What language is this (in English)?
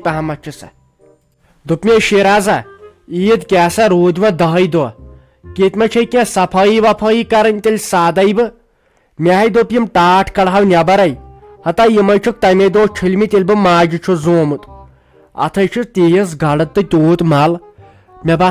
Kashmiri